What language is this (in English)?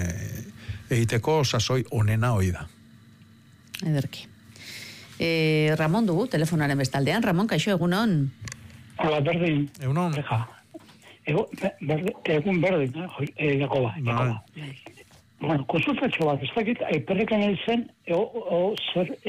Basque